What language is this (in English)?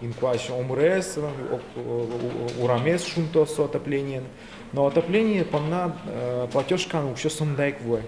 Udmurt